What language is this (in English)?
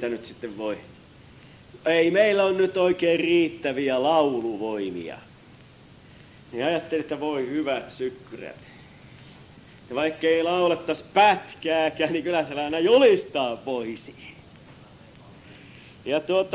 Finnish